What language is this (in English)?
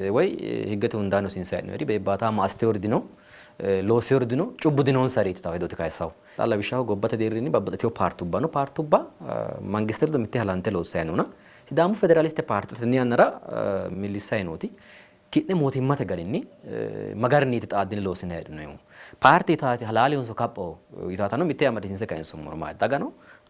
Sidamo